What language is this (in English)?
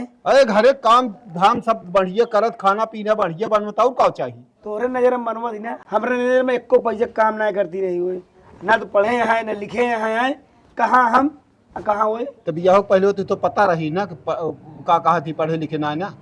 Awadhi